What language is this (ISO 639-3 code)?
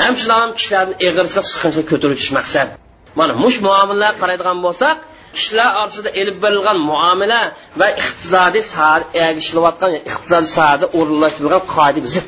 uig